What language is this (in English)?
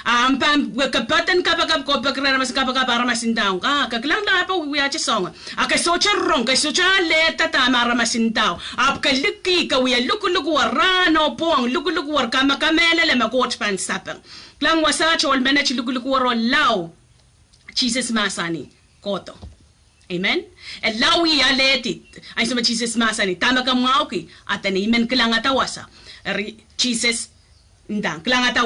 Pohnpeian